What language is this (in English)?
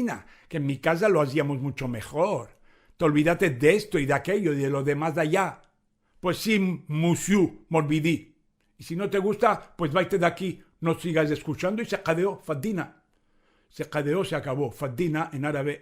Ladino